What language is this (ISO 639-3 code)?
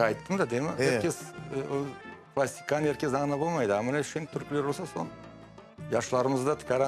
crh